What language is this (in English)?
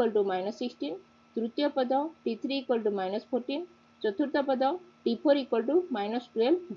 Odia